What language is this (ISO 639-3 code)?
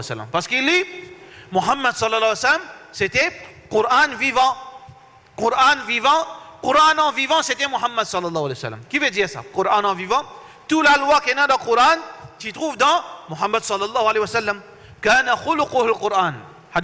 mfe